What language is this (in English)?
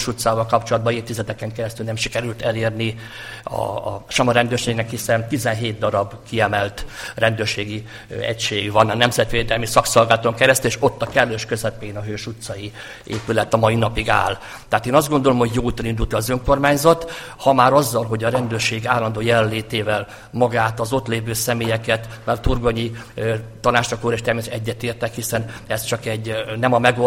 Hungarian